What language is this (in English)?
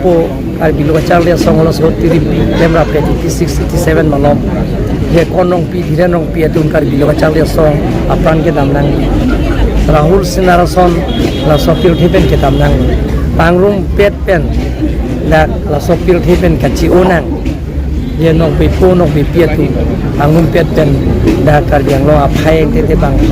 Karbi